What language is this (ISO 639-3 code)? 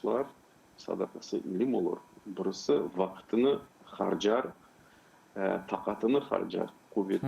crh